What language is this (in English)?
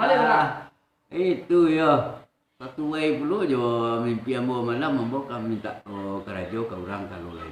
Minangkabau